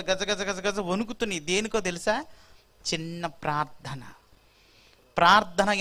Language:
Telugu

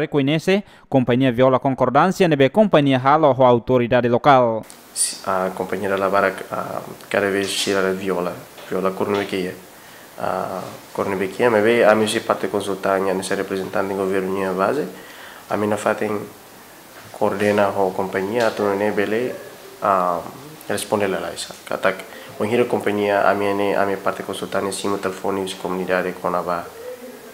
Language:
Tetum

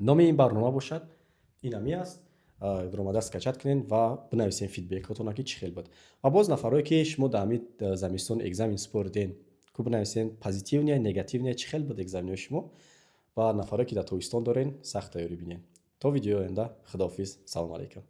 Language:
Tajik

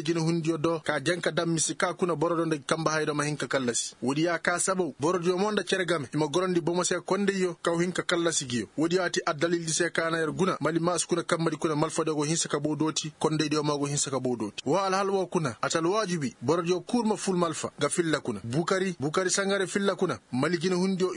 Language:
Koyraboro Senni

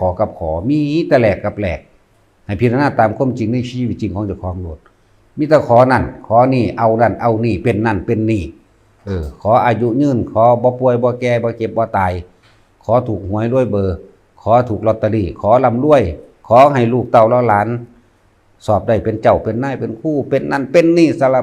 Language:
Lao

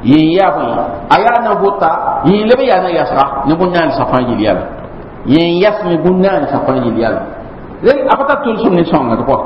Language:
Mossi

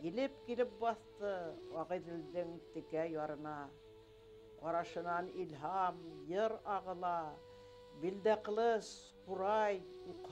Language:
Bashkir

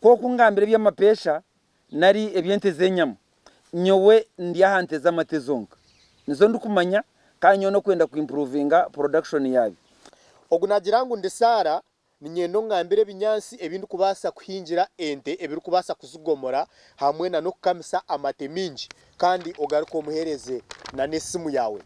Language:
Nyankole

